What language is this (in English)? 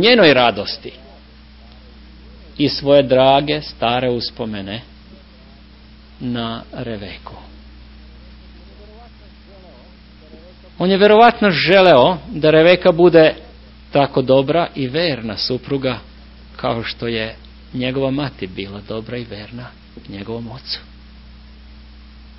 Serbian